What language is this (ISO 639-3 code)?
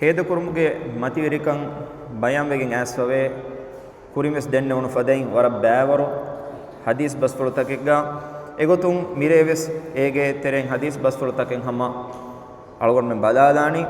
div